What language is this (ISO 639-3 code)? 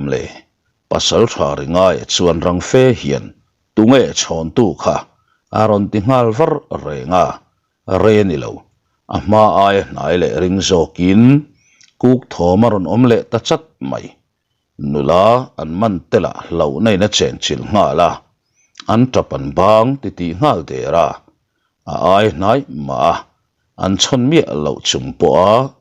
lus